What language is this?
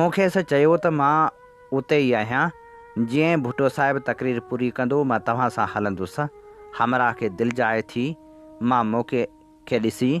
Sindhi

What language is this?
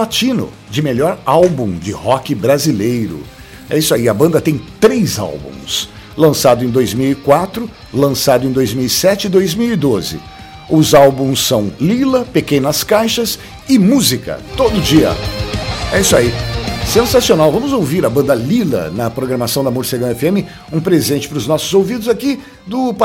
Portuguese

